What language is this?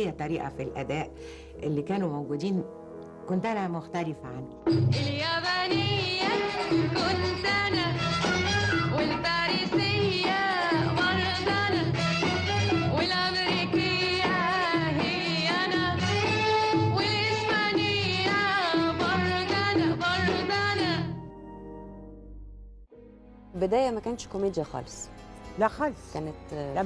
Egyptian Arabic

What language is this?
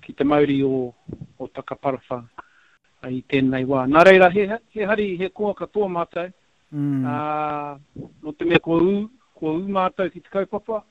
Māori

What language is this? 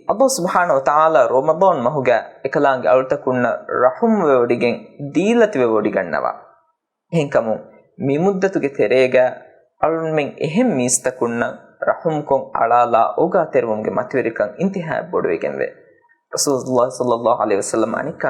Divehi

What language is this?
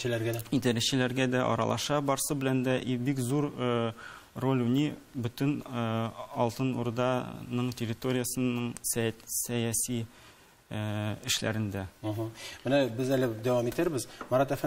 Tatar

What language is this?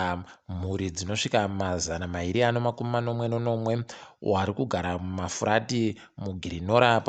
Ndau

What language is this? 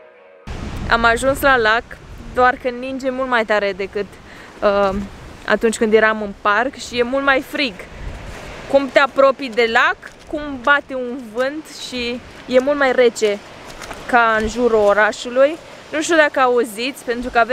Romanian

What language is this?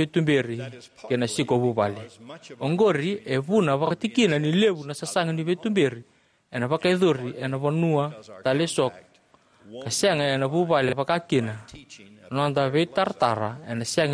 Fijian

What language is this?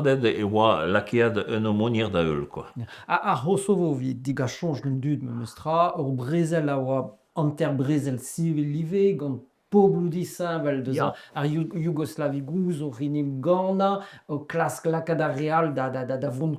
Breton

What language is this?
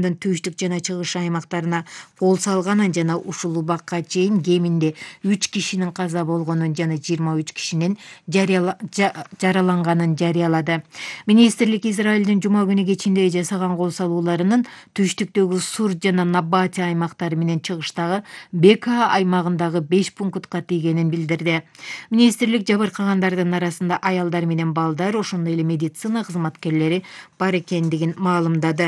Kyrgyz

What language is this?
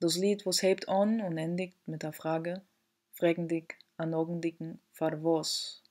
Yiddish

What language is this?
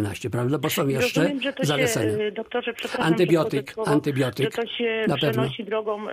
Polish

